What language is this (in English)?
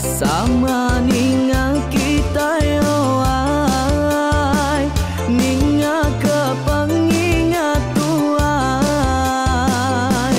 Iban